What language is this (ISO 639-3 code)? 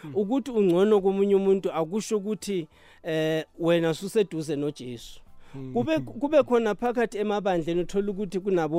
nbl